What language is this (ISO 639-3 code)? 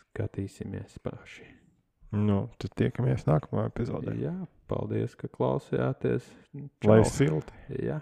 lav